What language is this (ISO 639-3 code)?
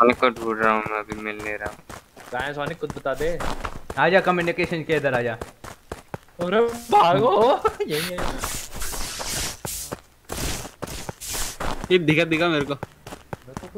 hin